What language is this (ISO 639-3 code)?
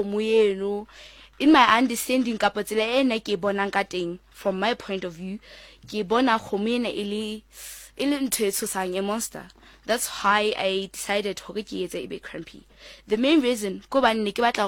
sot